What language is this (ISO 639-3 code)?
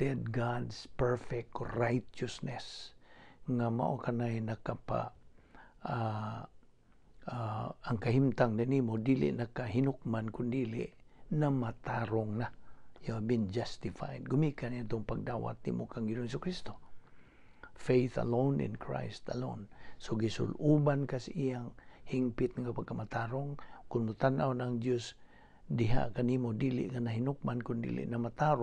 ceb